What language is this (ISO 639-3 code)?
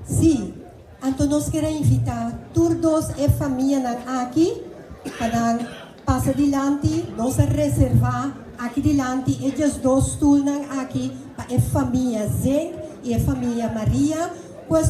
pap